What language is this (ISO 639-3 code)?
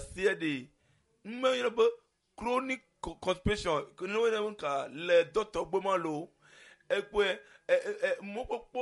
ewe